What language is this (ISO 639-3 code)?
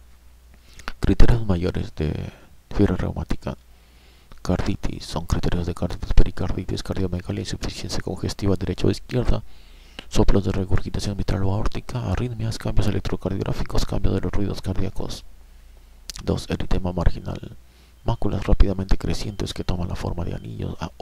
spa